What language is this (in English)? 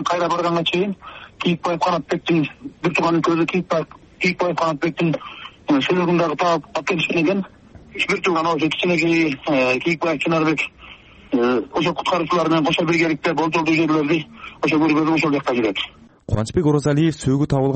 Kyrgyz